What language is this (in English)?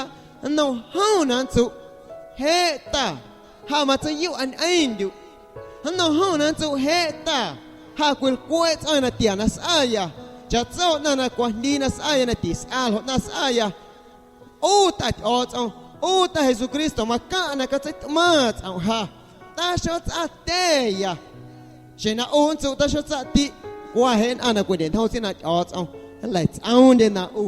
Guerrero Amuzgo